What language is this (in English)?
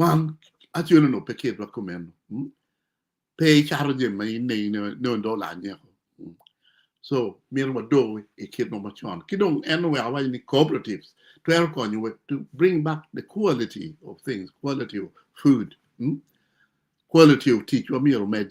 Acoli